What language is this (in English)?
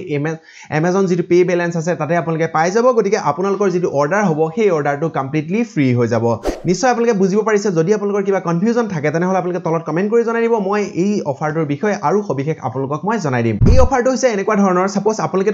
Assamese